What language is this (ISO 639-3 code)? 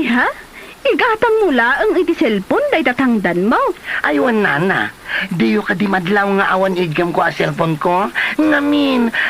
ilo